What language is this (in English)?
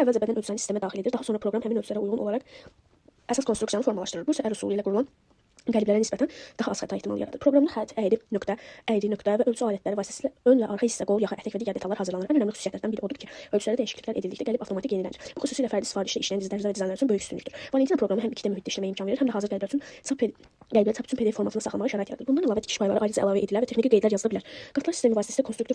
Azerbaijani